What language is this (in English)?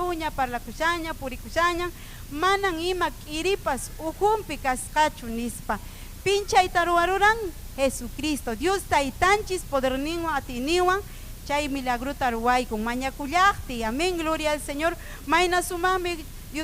Ayacucho Quechua